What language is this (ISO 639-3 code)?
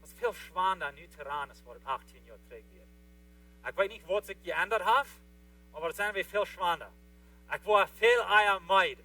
pdt